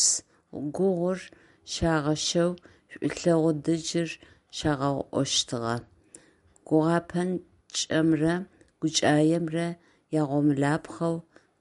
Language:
Adyghe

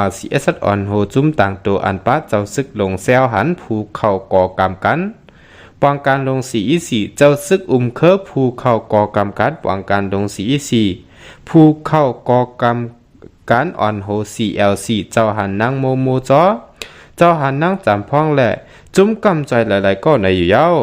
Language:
Shan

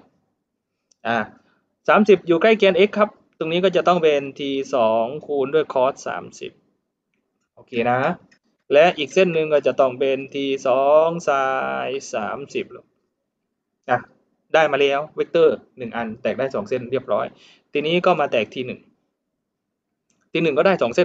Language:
Thai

